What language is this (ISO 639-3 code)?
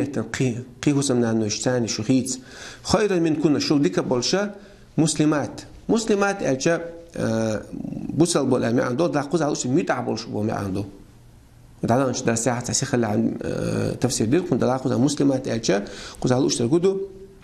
che